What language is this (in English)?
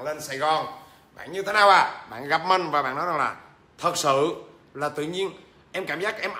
Vietnamese